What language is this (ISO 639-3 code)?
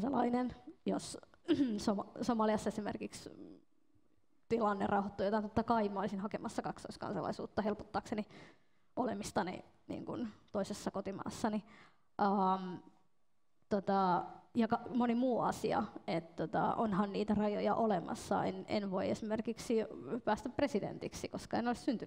fin